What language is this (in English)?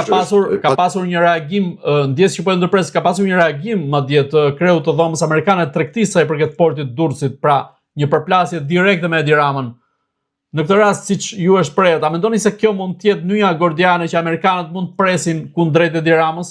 Albanian